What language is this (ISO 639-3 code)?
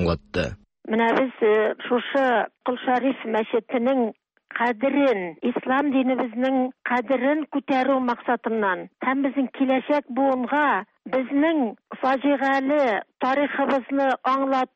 tat